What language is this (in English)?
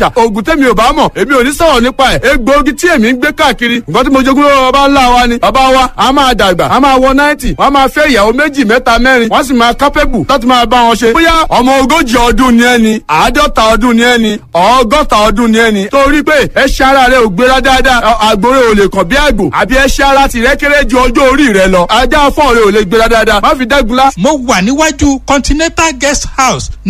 Yoruba